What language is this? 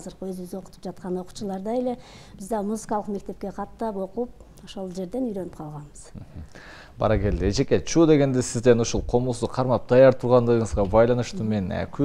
Kyrgyz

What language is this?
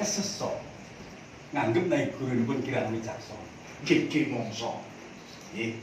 Javanese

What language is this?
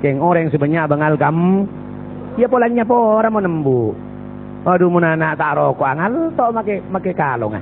Madurese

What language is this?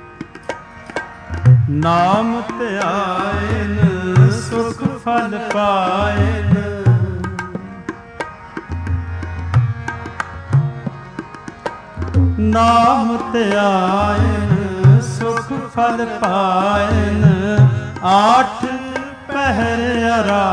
Punjabi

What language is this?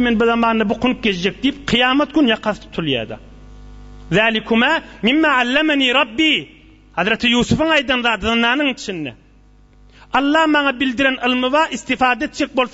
Turkmen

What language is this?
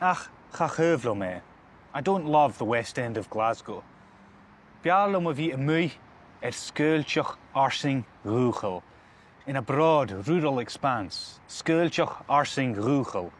Scottish Gaelic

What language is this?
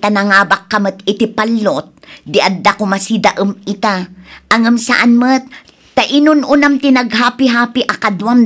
Iloko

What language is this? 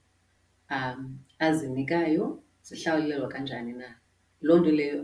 Xhosa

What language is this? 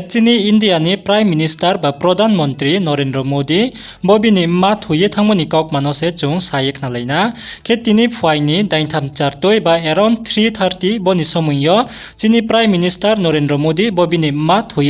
Riang (India)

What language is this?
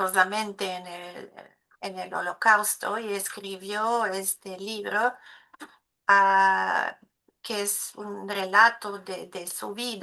Ladino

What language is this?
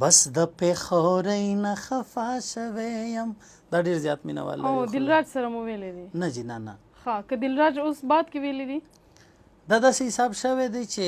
Pashto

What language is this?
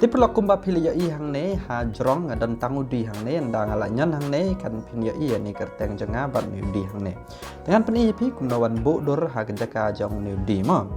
Khasi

